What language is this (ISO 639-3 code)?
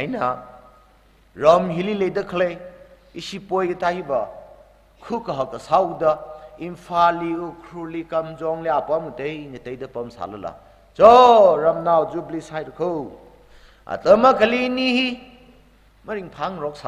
nmf